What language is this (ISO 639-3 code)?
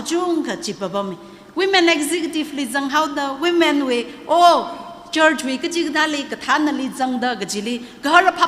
nmf